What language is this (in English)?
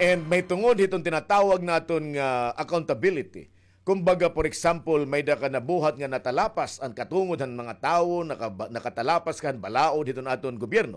Waray